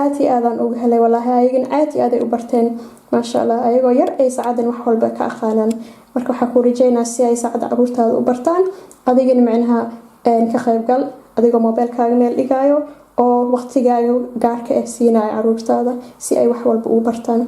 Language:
Somali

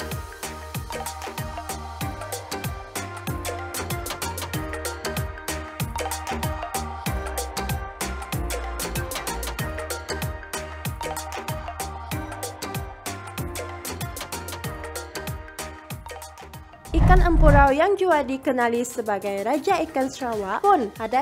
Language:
Malay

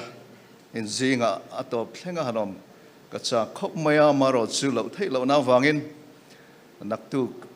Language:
Mizo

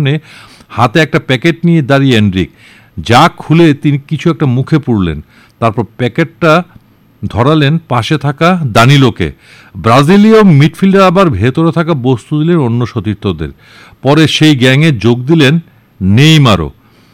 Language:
Bangla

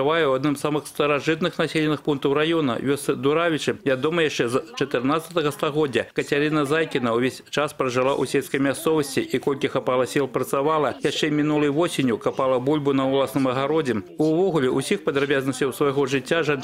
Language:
Belarusian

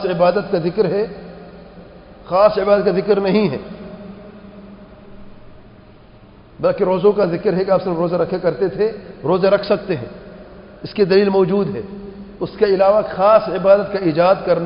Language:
Urdu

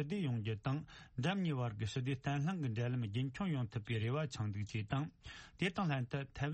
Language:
Tibetan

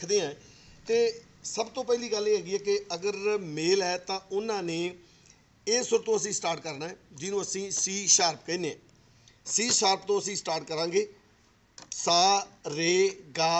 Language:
Punjabi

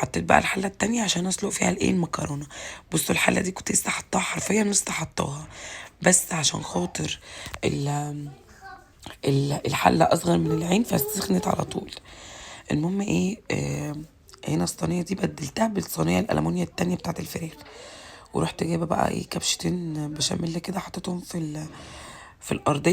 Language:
Egyptian Arabic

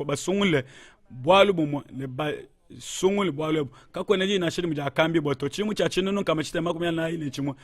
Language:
Luba-Lulua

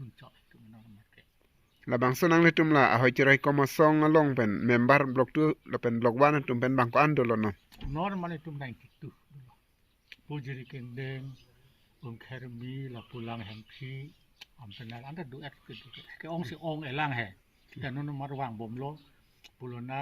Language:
Karbi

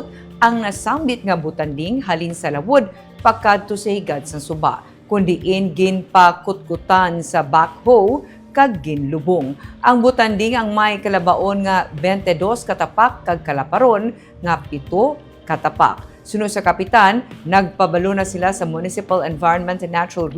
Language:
Hiligaynon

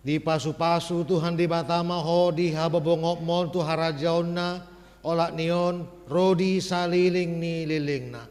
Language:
Batak Toba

